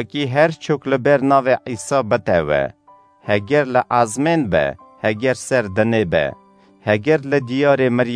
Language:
Kurdish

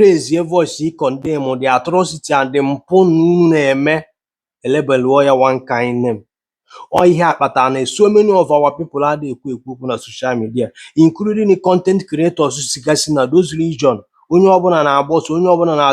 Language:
Igbo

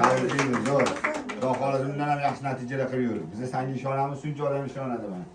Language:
Uzbek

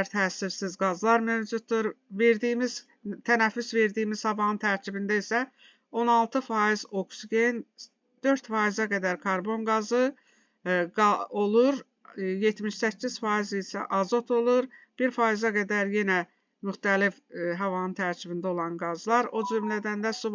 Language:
Azerbaijani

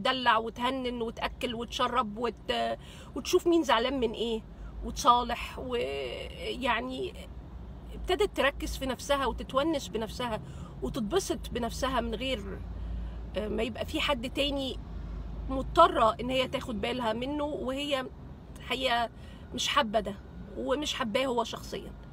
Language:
Egyptian Arabic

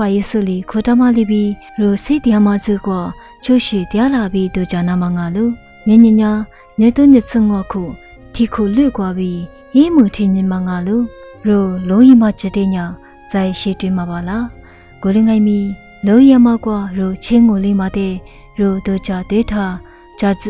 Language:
Lisu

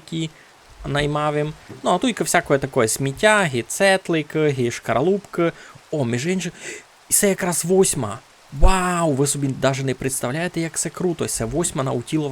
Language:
Rusyn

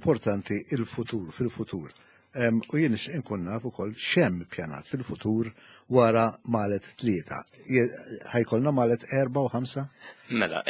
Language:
Maltese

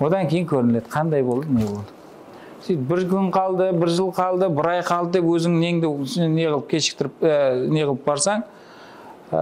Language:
Kara-Kalpak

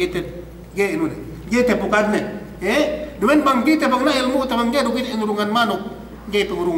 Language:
Yakan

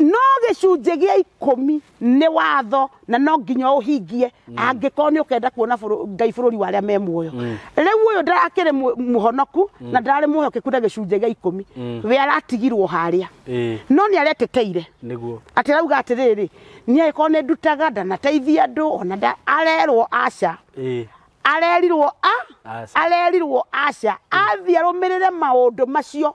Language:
Kikuyu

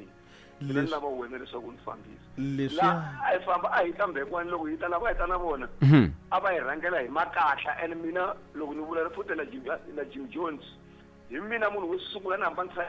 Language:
Tsonga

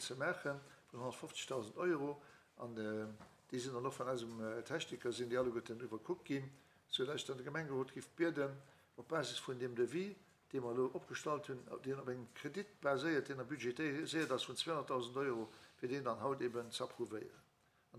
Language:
Luxembourgish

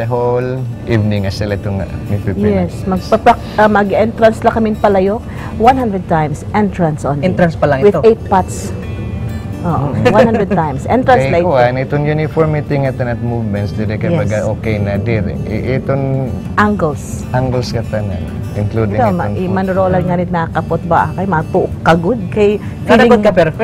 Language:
Waray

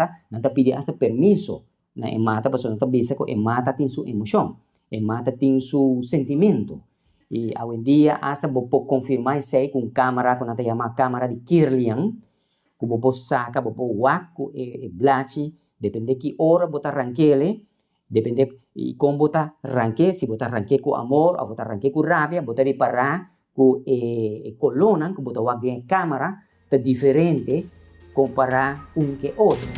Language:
Papiamento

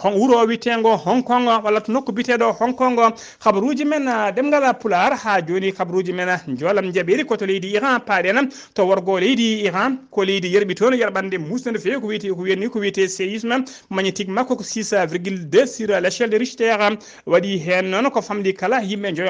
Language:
Fula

